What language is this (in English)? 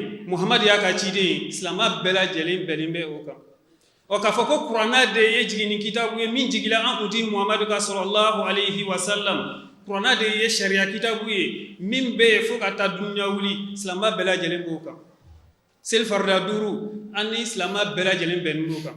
Bambara